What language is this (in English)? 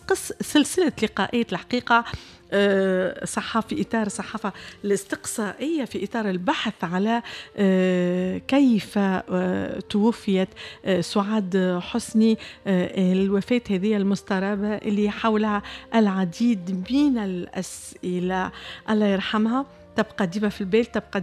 Tunisian Arabic